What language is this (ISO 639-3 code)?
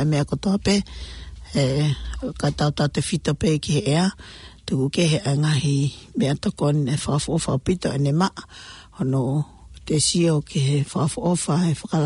ton